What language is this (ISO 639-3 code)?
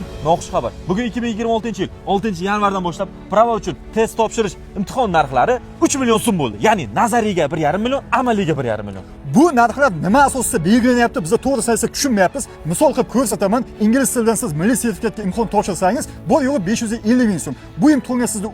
uzb